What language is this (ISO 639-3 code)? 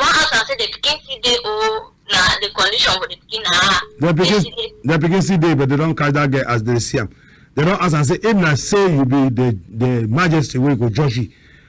wes